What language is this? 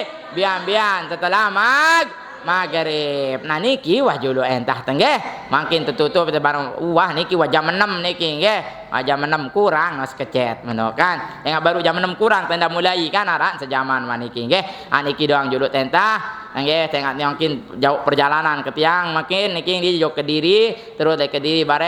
Sasak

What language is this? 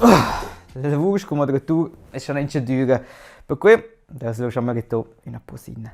Romansh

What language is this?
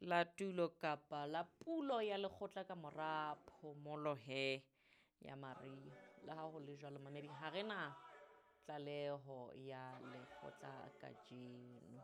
Southern Sotho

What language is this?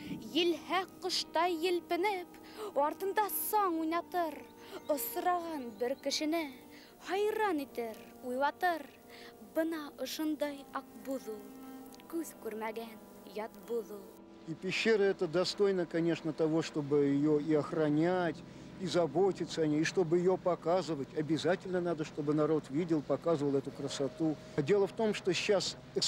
Bashkir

